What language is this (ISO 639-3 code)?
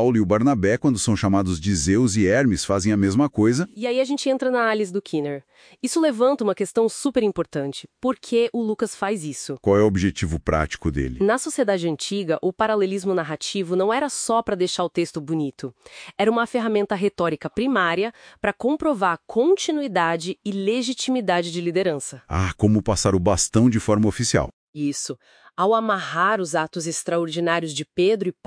por